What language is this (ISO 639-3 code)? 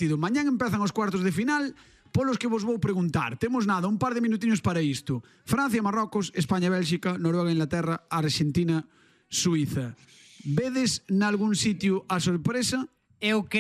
glg